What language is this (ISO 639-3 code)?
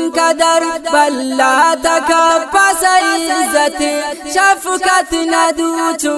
brh